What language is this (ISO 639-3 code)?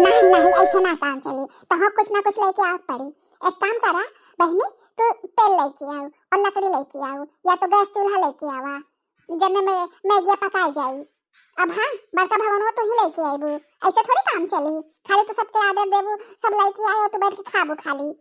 bho